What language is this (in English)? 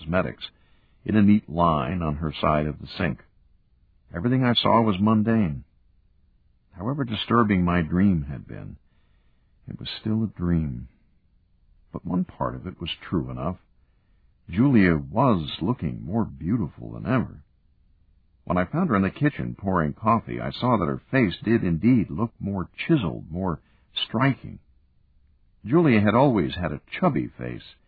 English